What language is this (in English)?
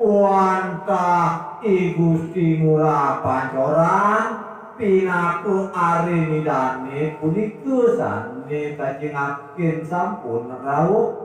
Balinese